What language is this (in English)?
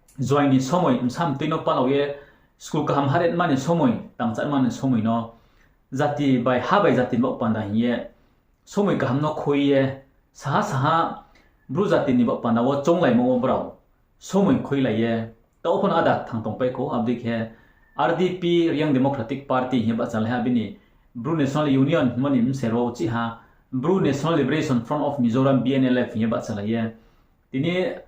Riang (India)